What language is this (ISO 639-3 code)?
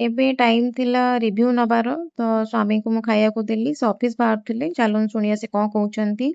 ori